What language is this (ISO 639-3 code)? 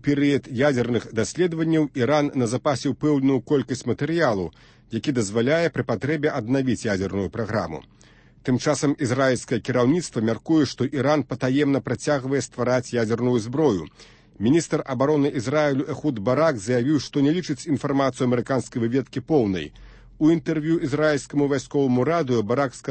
bel